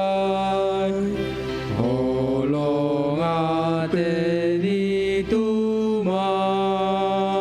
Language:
Batak Simalungun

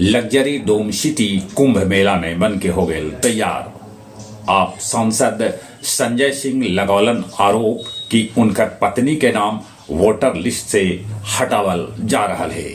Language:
Magahi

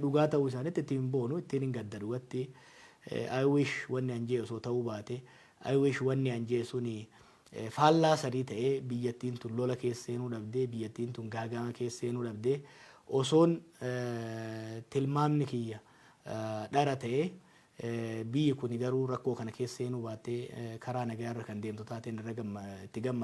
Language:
Oromo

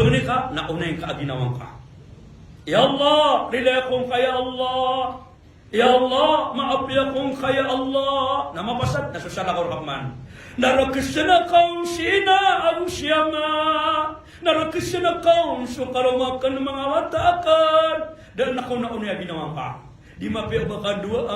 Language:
Maranao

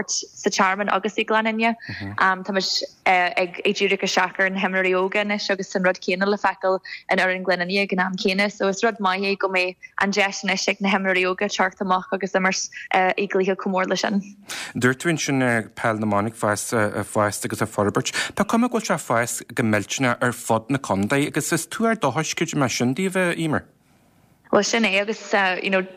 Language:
Irish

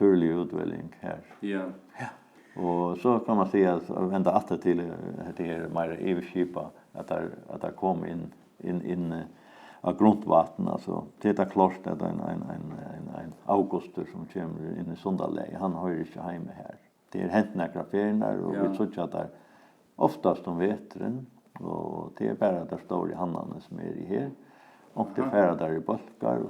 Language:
Faroese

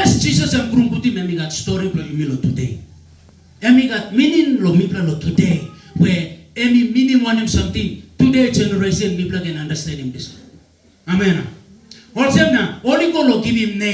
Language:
Tok Pisin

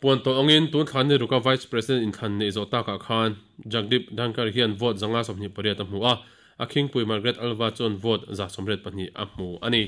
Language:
Mizo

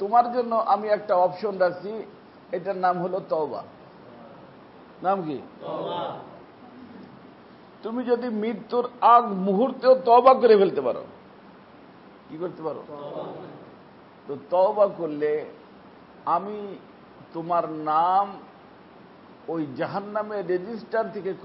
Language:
Bangla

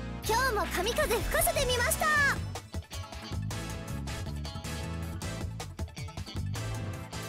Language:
Japanese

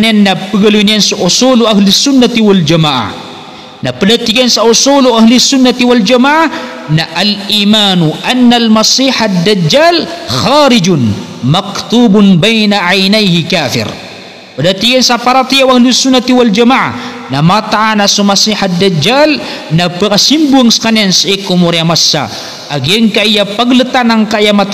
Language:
Maranao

